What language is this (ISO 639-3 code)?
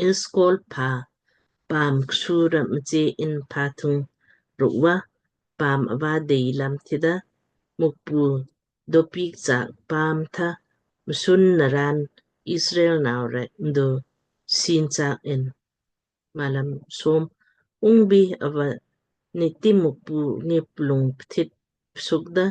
lmk